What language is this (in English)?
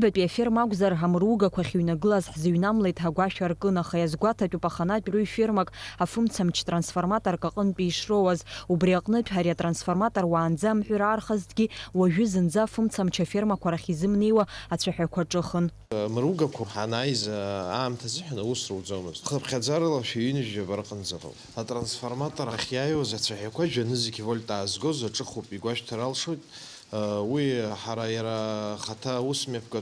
Abkhazian